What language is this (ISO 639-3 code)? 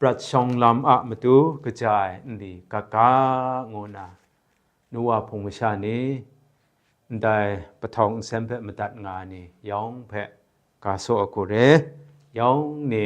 kac